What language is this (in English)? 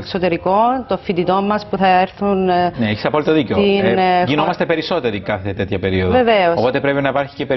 Greek